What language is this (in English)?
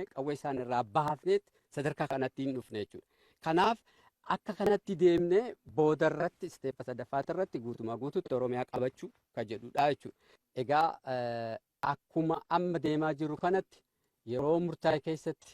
Oromo